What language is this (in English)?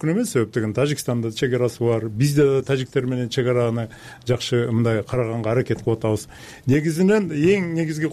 Kyrgyz